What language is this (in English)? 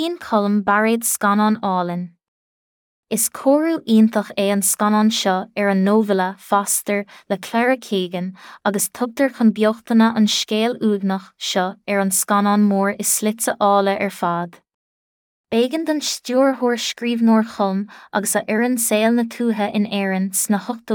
Irish